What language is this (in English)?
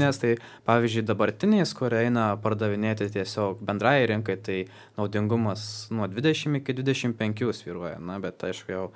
Lithuanian